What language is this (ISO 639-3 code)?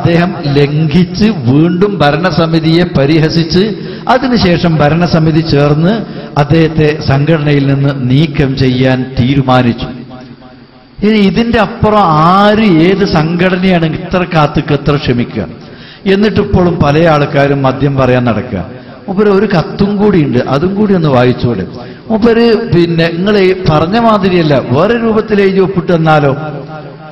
mal